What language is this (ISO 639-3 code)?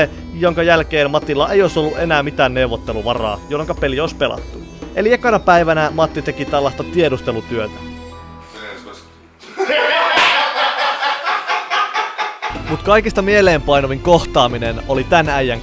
fin